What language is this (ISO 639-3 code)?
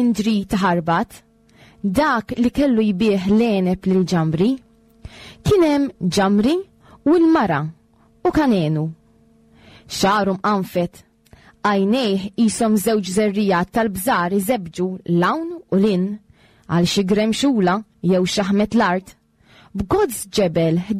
mlt